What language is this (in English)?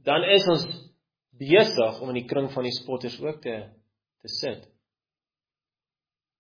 Afrikaans